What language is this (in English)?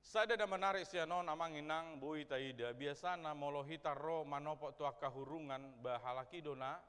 Batak Toba